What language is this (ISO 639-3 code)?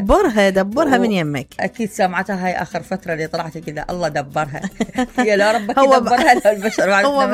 acm